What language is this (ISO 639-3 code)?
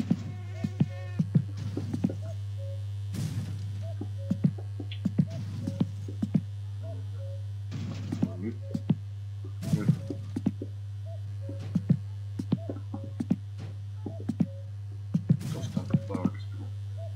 fin